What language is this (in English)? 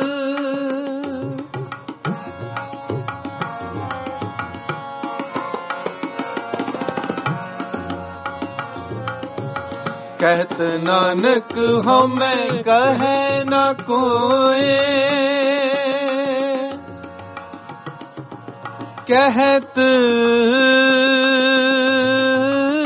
Punjabi